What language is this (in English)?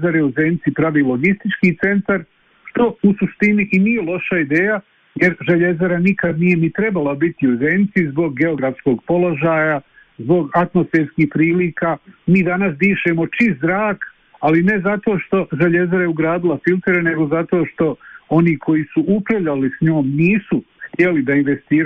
Bosnian